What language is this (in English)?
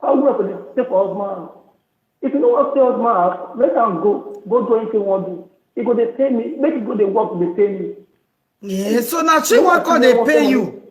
Nigerian Pidgin